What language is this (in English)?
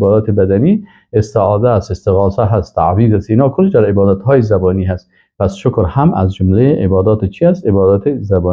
Persian